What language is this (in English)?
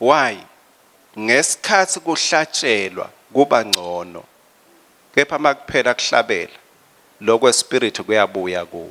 Swati